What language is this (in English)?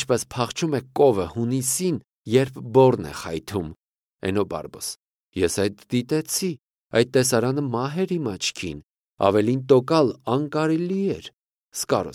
Armenian